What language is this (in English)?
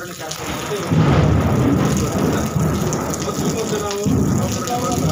Kannada